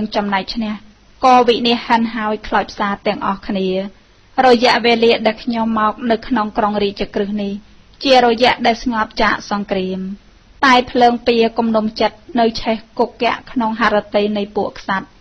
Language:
Khmer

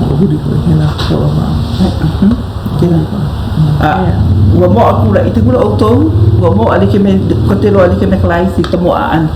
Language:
Hawaiian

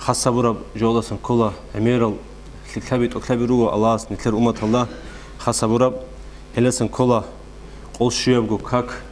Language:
Avaric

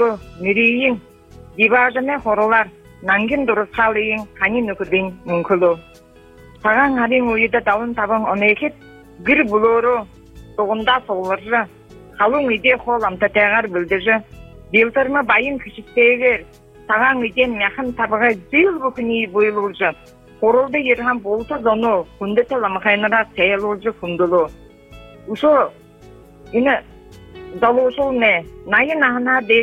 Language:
Buriat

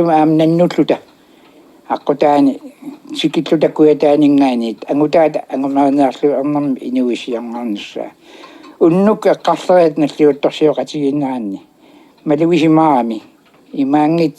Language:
Kalaallisut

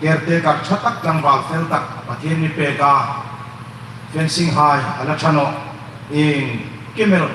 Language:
Hmar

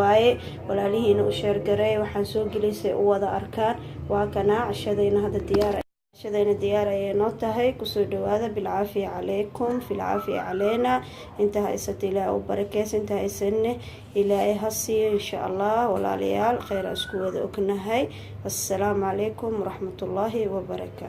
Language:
Somali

